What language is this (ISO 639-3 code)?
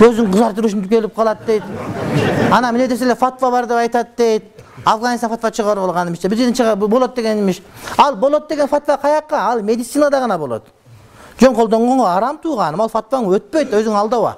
kir